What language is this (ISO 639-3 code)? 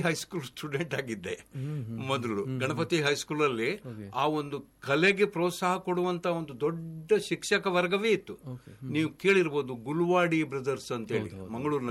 kan